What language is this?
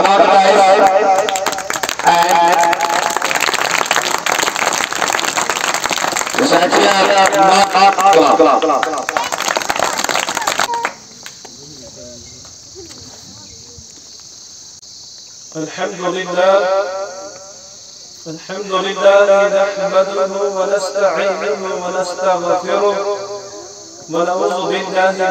Urdu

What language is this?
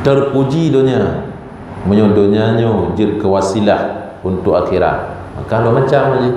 Achinese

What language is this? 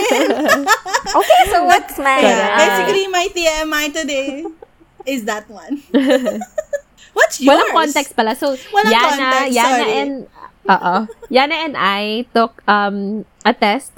Filipino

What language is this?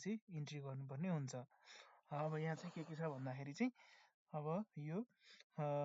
Nepali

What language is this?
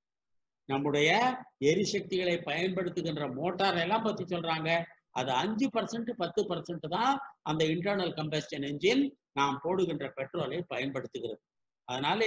Tamil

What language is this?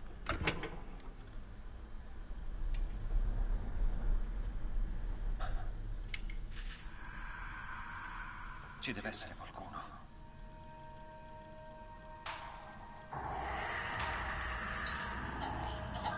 Italian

